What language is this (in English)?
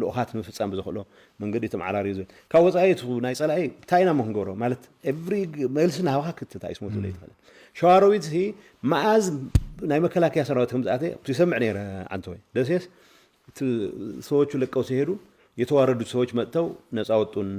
Tigrinya